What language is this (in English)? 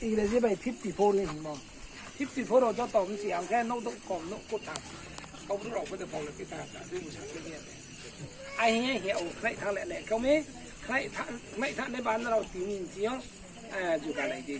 Riang (India)